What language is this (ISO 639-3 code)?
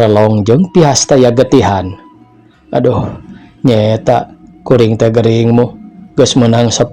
sun